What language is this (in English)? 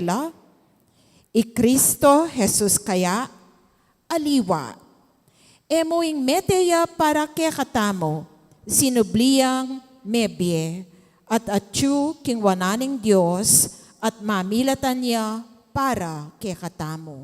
Pampanga